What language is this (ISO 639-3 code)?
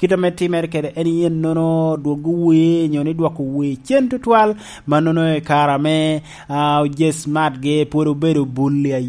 laj